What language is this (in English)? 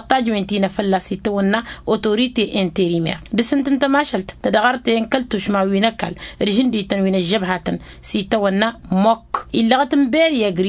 Tamasheq